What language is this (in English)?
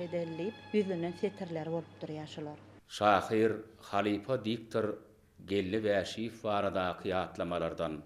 Turkmen